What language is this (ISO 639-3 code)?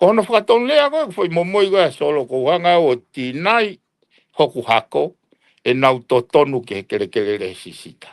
ton